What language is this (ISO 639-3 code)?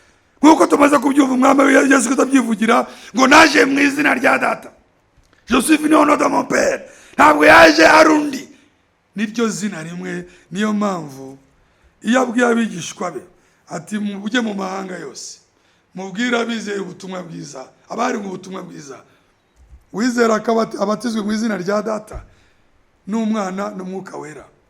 kin